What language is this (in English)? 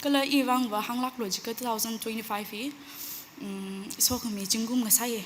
Tangkhul Naga (India)